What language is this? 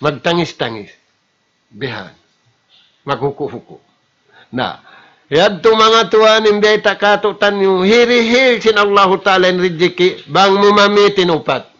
Tausug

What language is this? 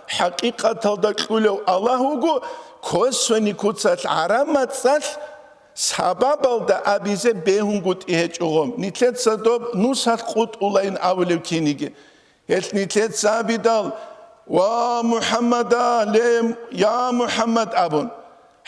Avaric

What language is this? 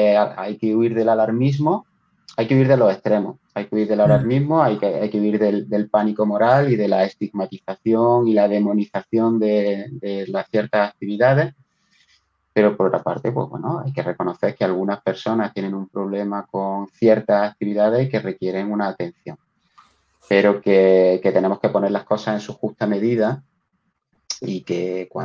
Spanish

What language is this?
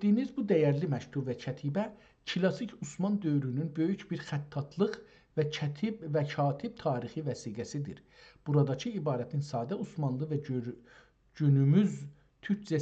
South Azerbaijani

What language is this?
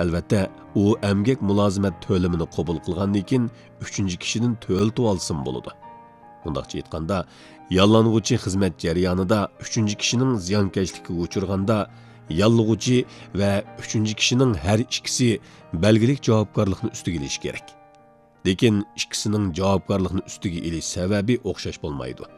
Uyghur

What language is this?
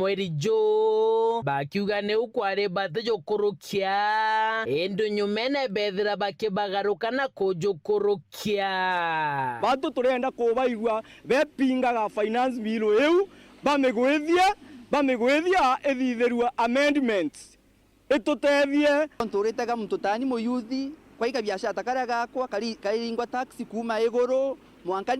Meru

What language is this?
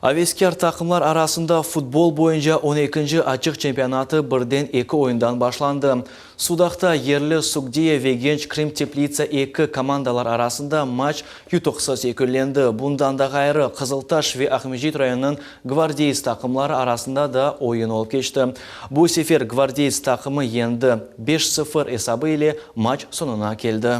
Crimean Tatar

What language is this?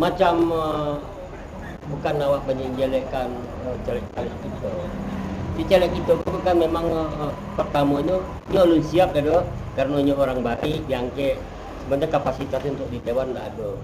Minangkabau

